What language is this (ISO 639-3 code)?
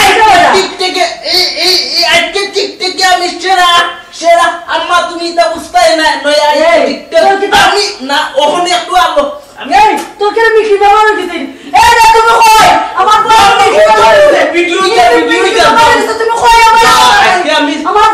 syl